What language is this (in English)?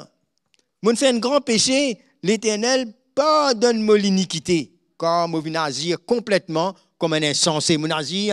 Morisyen